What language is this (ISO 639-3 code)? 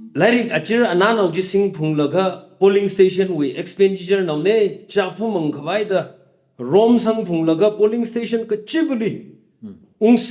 nmf